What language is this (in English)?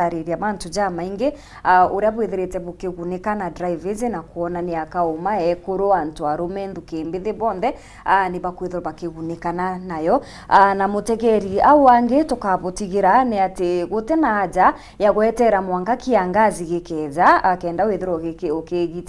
Meru